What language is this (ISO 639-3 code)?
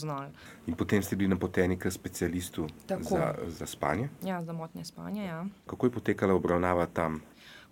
slv